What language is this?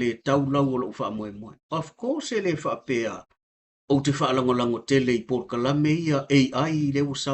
Samoan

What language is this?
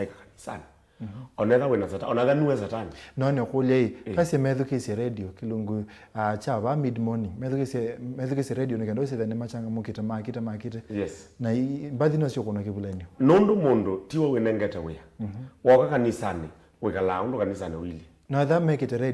Kamba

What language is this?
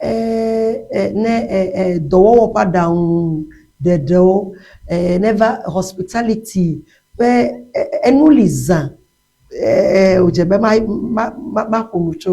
Ewe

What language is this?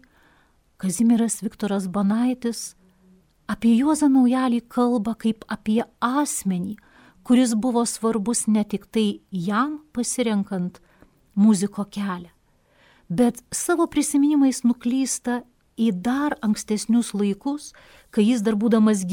Lithuanian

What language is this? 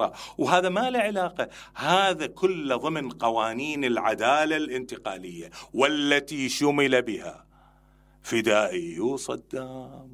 Mesopotamian Arabic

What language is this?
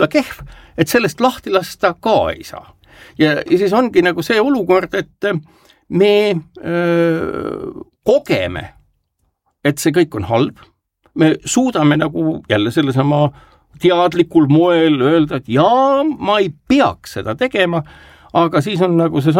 Estonian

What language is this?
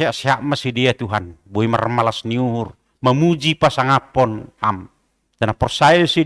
Batak Simalungun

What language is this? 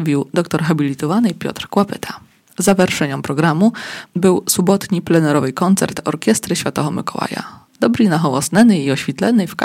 Polish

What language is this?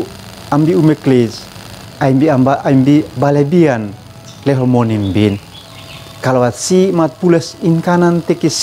Uab Meto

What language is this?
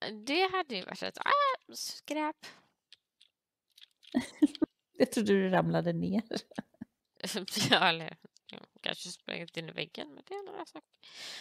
Swedish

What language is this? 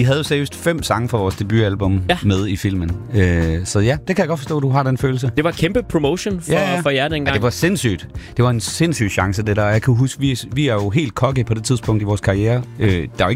Danish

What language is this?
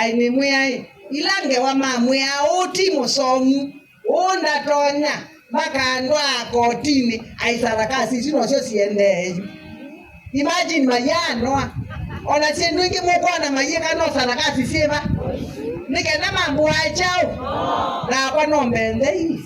Kamba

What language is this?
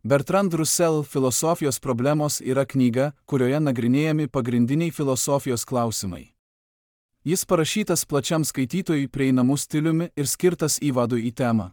Lithuanian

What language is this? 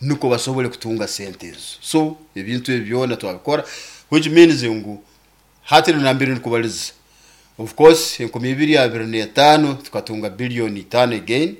Nyoro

